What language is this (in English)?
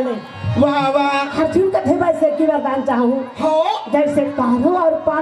Chhattisgarhi